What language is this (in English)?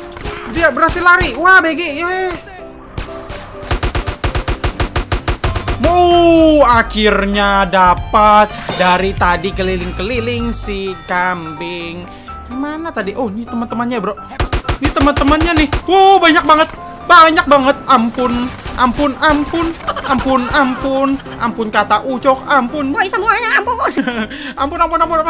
Indonesian